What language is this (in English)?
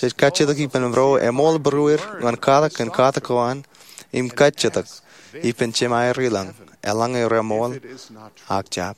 Marshallese